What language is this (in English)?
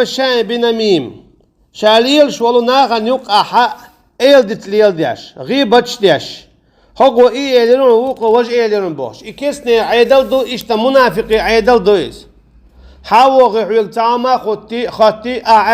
Chechen